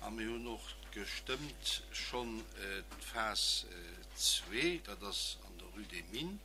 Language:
Luxembourgish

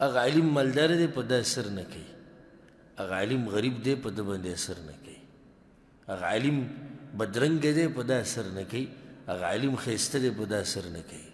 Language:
Pashto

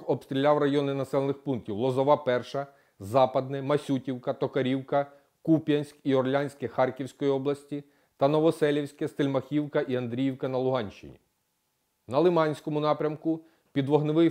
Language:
Ukrainian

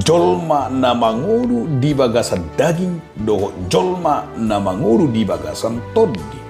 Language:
Batak Toba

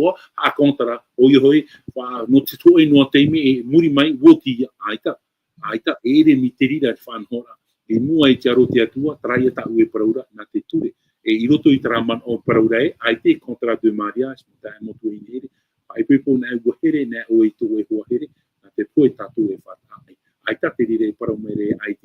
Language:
Tahitian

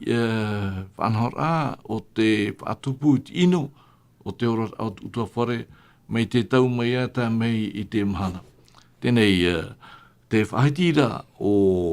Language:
Tahitian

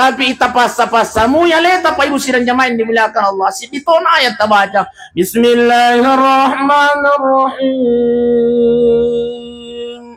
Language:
Buginese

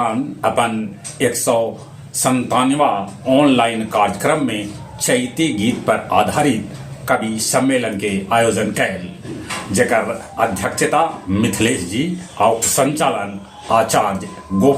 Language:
Magahi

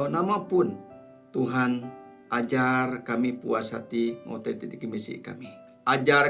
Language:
Iban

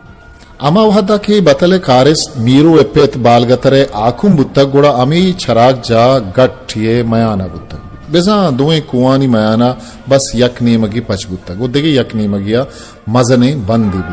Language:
Baluchi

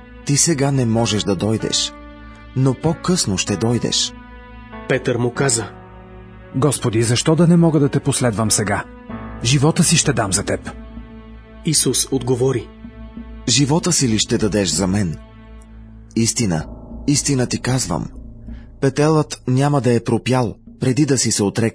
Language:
Bulgarian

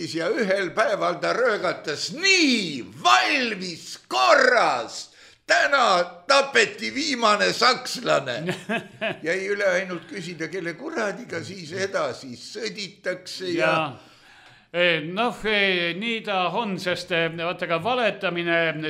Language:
Estonian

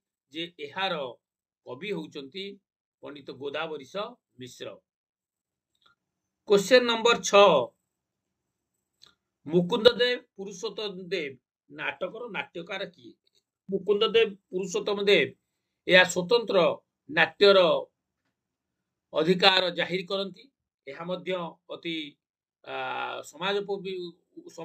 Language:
Odia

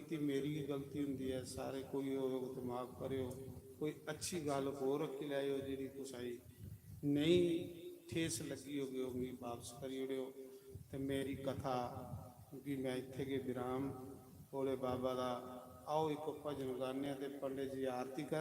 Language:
Dogri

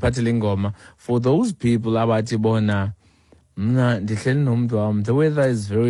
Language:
Xhosa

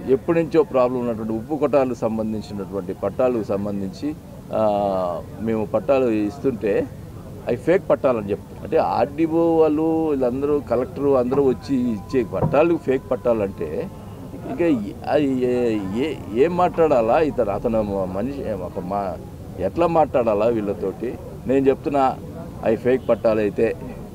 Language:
Telugu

